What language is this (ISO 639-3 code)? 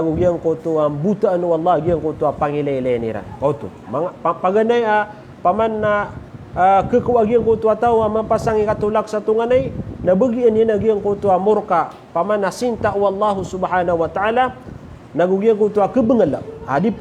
mrw